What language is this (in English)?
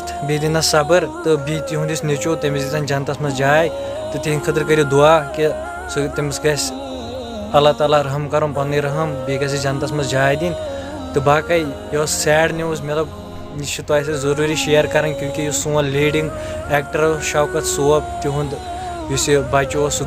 Kashmiri